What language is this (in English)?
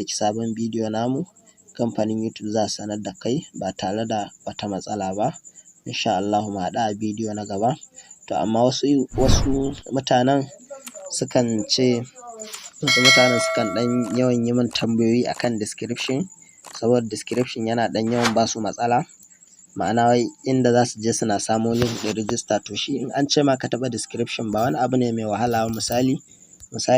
Hausa